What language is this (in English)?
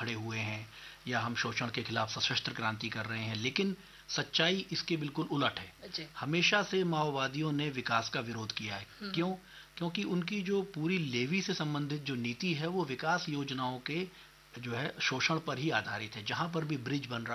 Hindi